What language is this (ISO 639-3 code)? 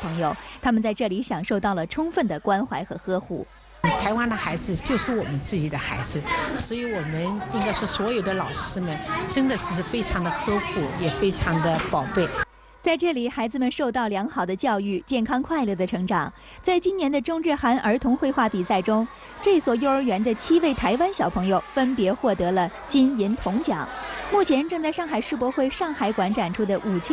zho